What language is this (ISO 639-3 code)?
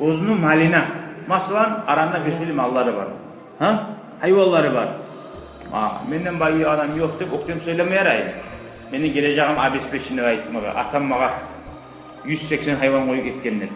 kum